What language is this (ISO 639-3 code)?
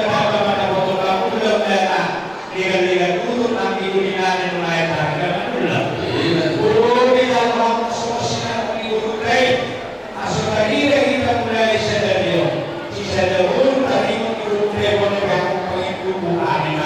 bbc